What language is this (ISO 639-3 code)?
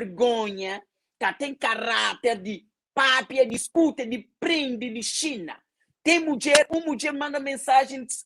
kea